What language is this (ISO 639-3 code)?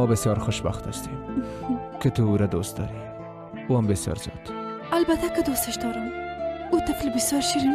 fas